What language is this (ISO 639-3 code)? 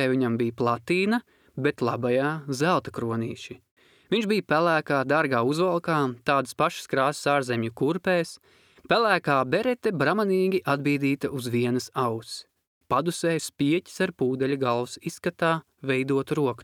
lav